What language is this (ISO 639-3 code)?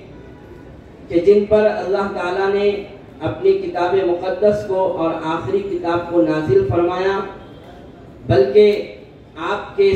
urd